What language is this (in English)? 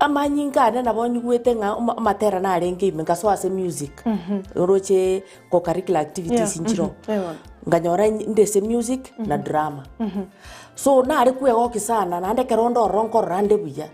Gusii